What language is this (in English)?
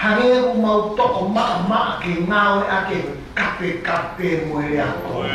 Tongan